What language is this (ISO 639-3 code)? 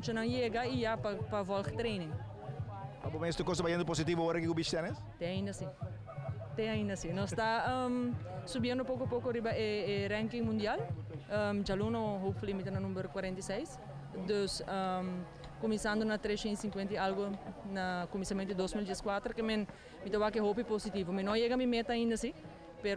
pap